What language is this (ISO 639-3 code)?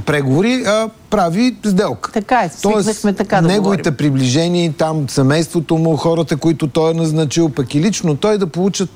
bul